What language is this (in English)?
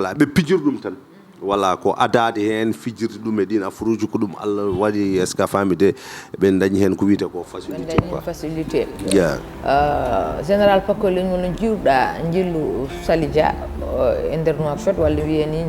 Fula